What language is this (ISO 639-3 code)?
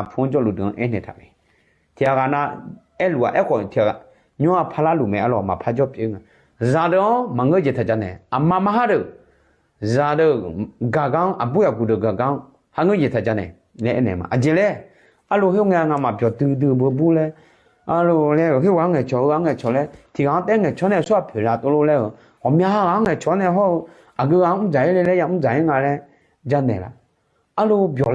ahk